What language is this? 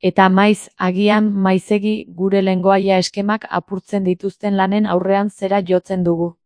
Basque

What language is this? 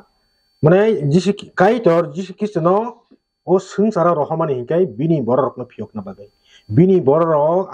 Kok Borok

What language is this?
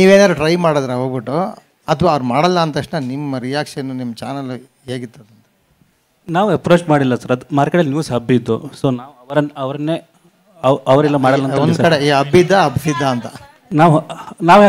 Kannada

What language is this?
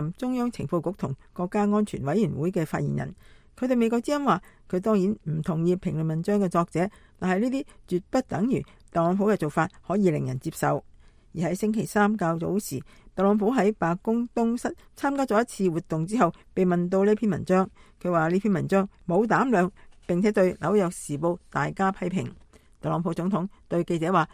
Cantonese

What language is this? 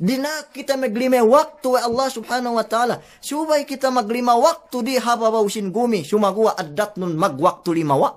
Yakan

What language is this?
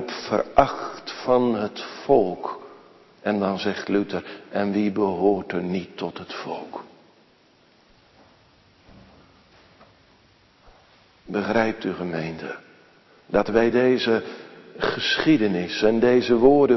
Dutch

